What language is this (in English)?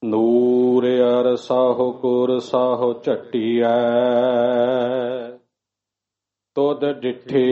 Punjabi